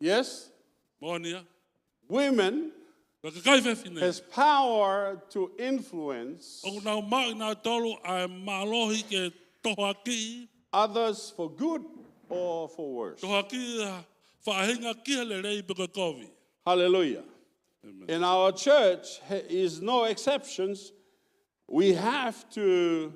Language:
Tongan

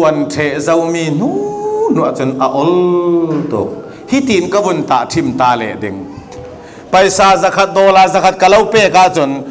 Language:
Falam Chin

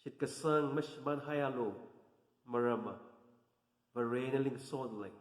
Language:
Tangkhul Naga (India)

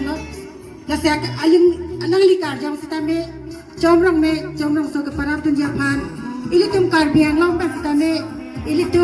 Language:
Karbi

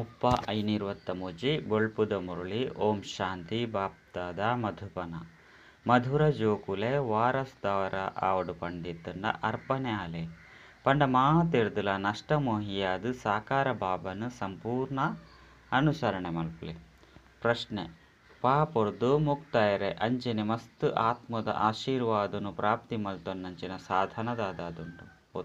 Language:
Tulu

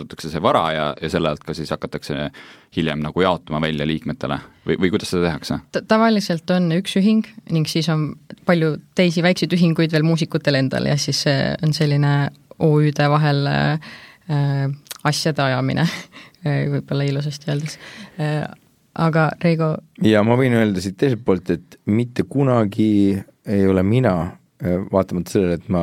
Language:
Estonian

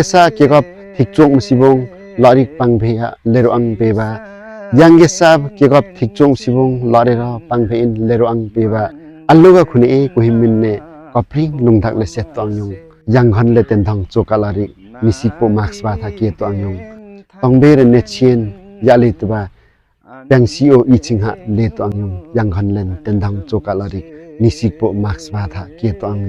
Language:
Limbu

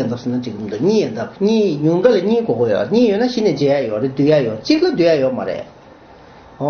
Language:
Tibetan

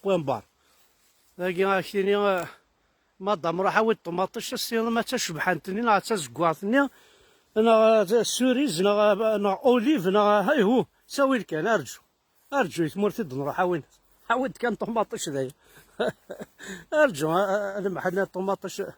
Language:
Kabyle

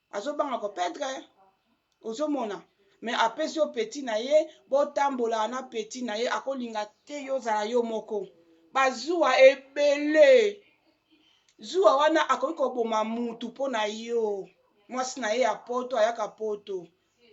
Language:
Lingala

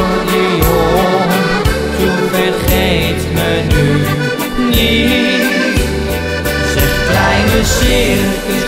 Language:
Dutch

